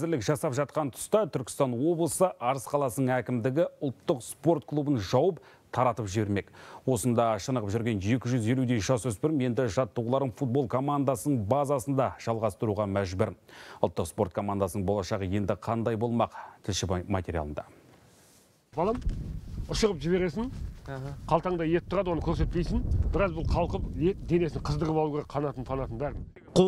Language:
Kazakh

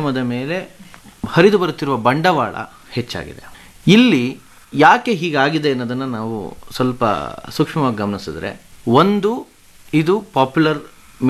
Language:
Kannada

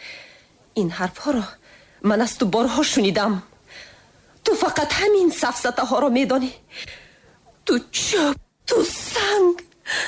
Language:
Tajik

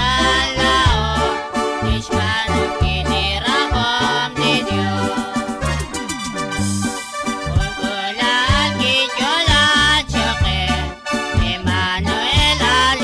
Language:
Kekchí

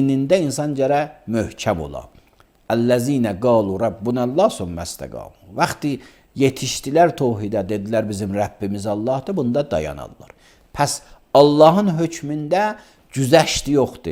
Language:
Azerbaijani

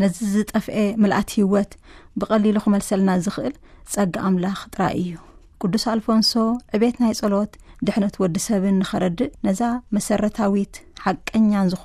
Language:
Tigrinya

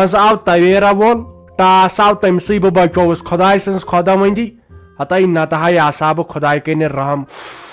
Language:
Kashmiri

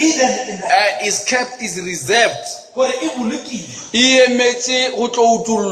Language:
Northern Sotho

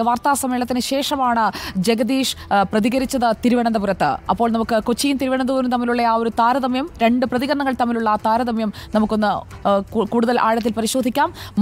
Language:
Malayalam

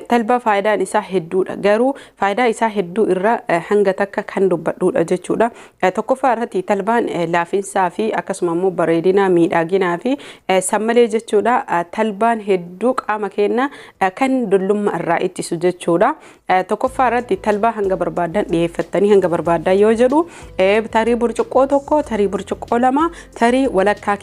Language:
Oromo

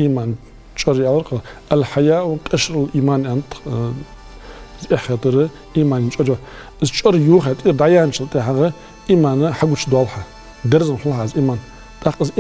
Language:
Ingush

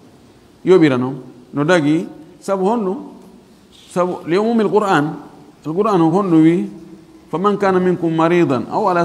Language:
Fula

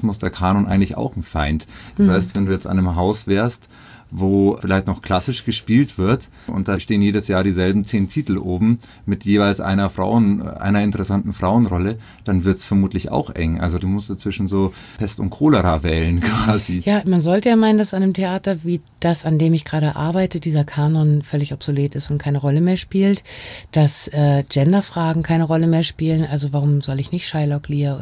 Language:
German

